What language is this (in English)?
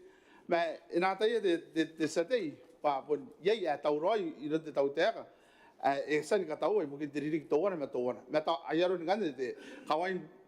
Gilbertese